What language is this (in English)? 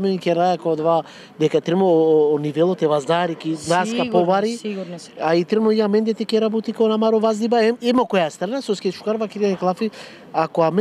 Macedonian